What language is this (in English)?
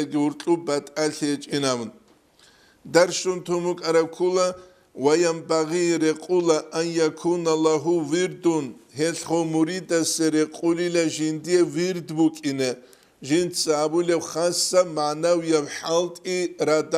Avaric